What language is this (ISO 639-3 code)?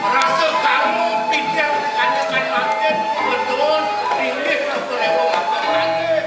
ban